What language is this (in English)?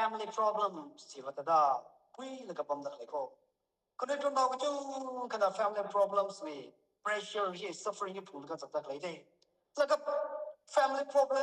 Tangkhul Naga (India)